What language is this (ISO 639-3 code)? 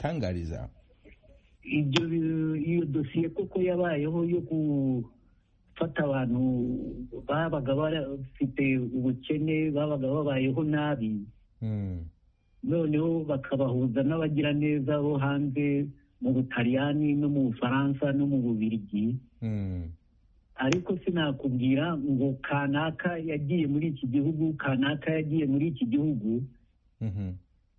kin